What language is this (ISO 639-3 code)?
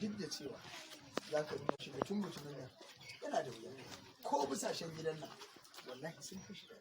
hau